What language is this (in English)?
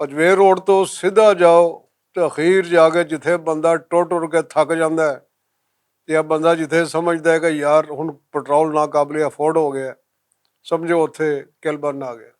Western Panjabi